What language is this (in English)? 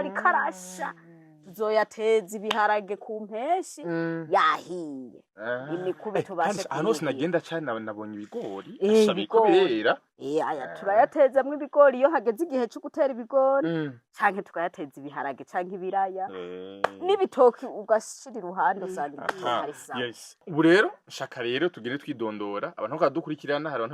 Rundi